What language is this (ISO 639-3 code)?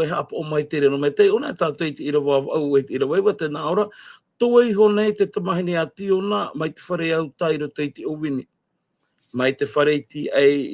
tah